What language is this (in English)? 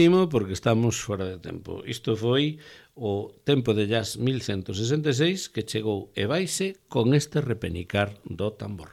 Galician